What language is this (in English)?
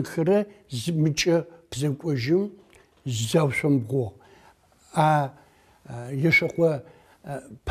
Adyghe